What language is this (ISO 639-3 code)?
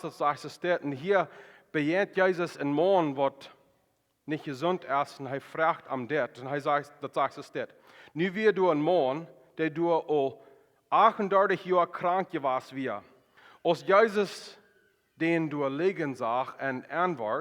pdt